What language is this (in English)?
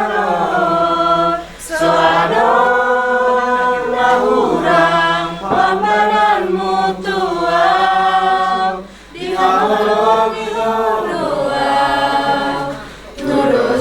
Batak Toba